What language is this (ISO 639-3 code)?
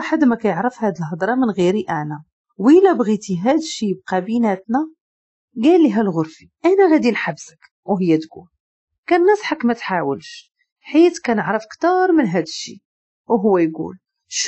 ary